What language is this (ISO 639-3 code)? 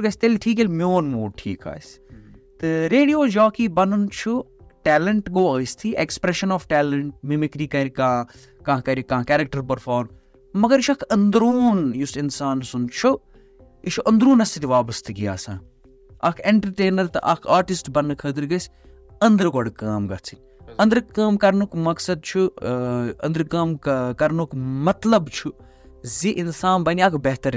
kas